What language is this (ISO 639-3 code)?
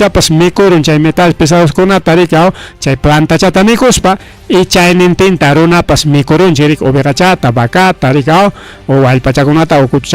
quy